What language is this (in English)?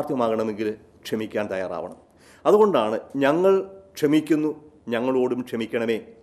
Malayalam